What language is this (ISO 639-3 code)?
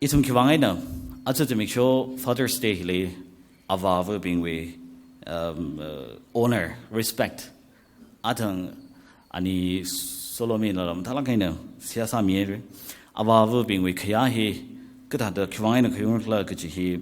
nmf